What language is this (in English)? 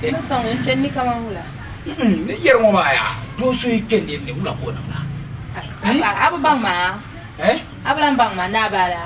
Dagbani